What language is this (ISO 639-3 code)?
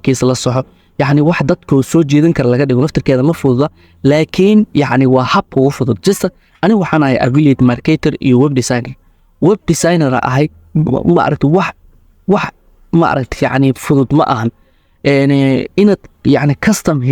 som